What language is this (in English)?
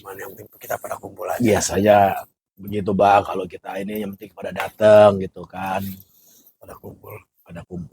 Betawi